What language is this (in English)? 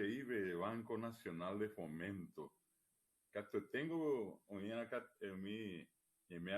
Guarani